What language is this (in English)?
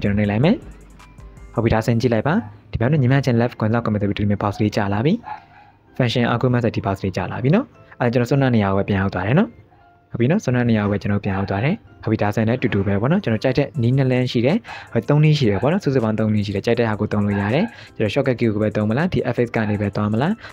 Burmese